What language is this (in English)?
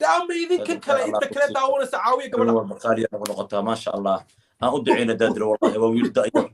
Somali